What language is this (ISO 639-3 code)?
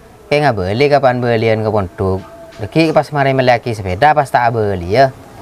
mad